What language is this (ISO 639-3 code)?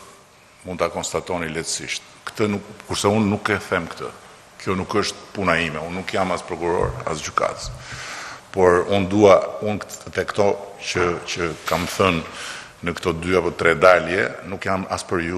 sqi